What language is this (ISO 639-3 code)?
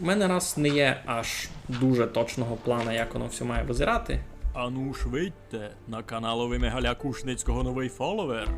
rue